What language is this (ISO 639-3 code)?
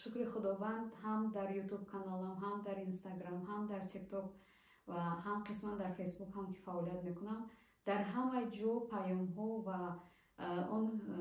tgk